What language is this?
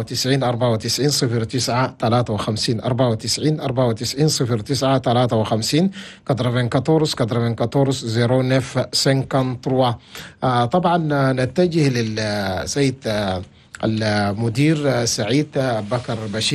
Chadian Arabic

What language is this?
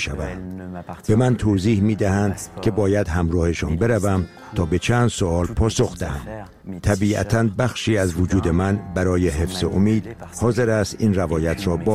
Persian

